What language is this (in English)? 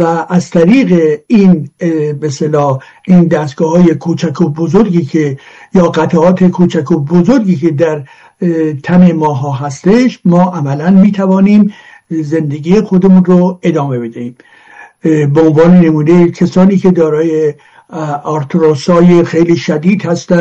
Persian